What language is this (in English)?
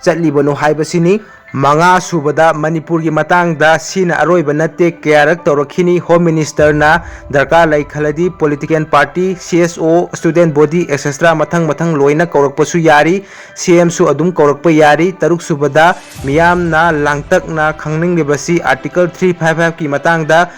Manipuri